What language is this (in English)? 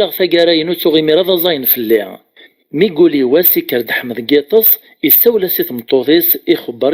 Kabyle